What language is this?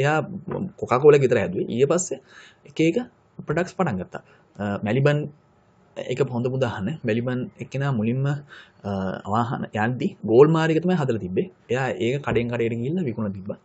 Sinhala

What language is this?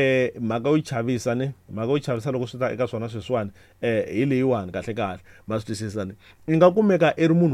Tsonga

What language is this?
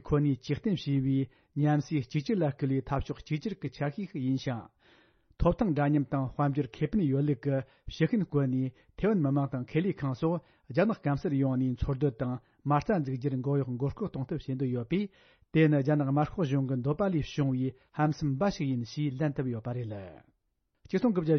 Tibetan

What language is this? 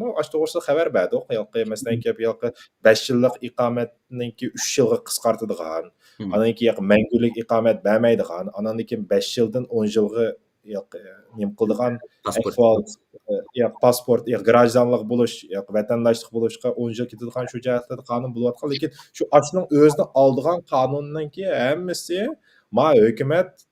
Uyghur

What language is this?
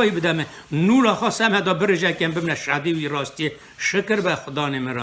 Kurdish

